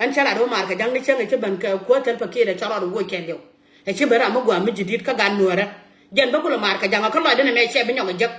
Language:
Nuer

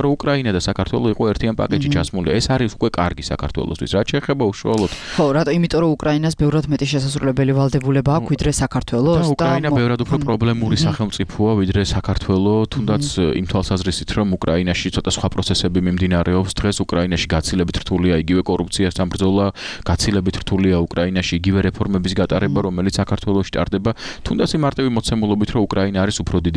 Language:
Georgian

